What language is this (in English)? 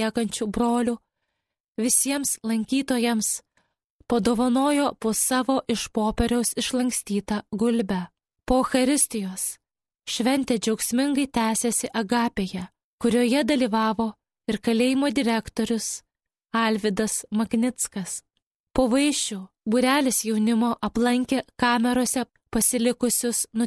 Lithuanian